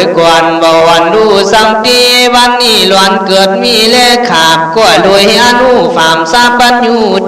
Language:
Khün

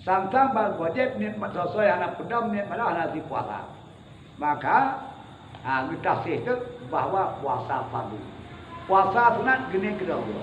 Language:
Achinese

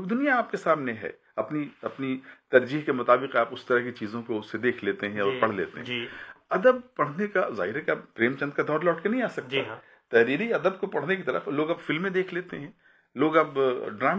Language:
Urdu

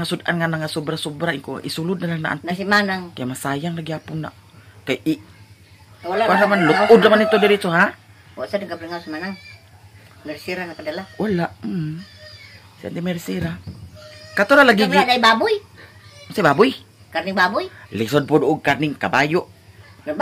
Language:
Cebuano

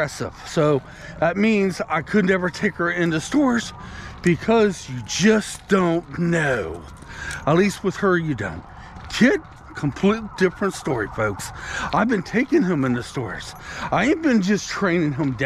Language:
English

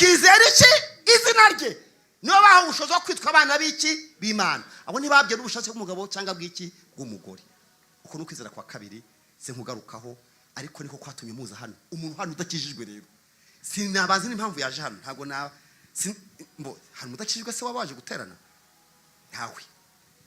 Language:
Kinyarwanda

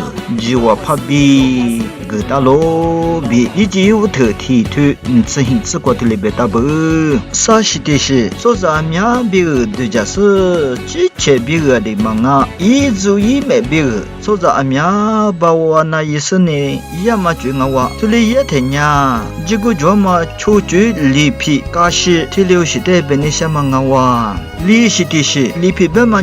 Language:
Lisu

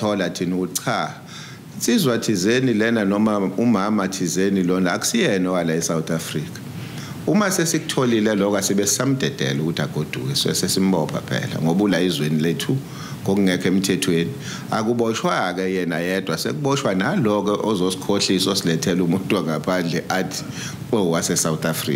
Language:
Zulu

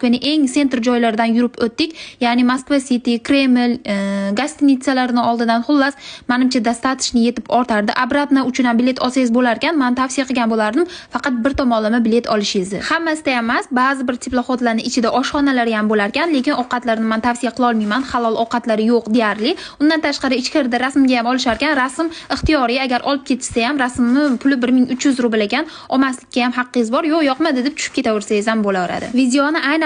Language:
Uzbek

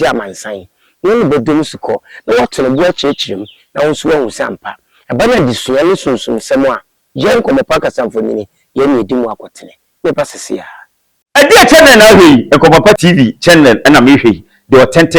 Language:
Akan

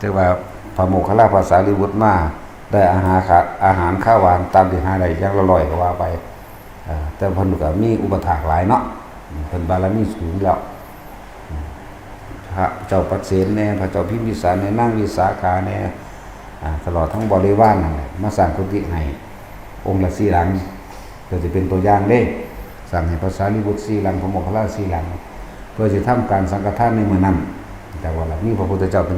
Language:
Northeastern Thai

